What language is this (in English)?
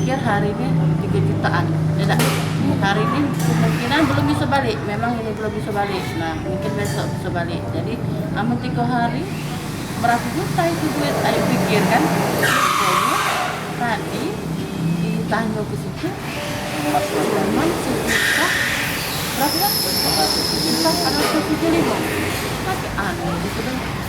Musi